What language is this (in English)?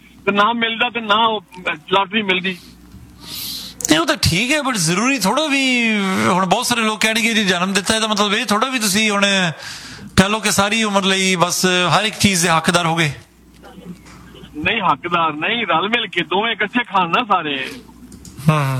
Punjabi